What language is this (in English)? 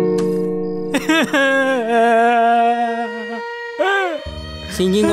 Gujarati